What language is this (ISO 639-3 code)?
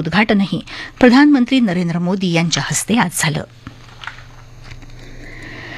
mar